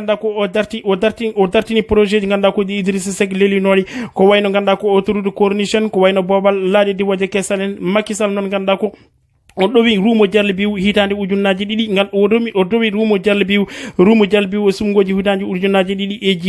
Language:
Fula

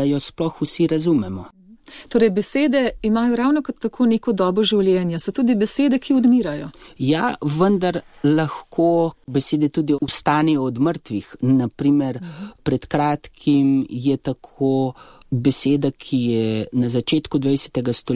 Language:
Slovenian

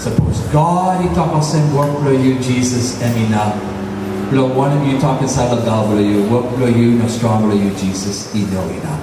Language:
Tok Pisin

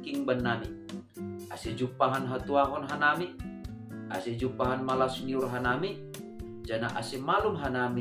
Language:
Batak Simalungun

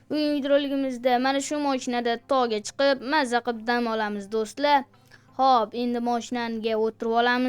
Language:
Uzbek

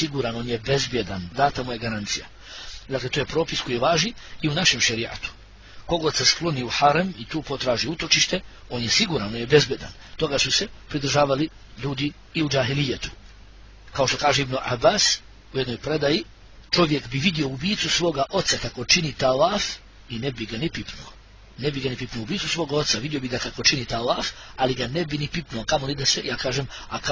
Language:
Bosnian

